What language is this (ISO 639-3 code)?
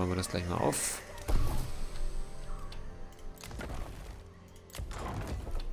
deu